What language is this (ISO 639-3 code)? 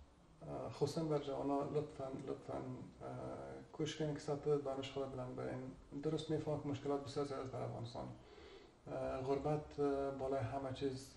fas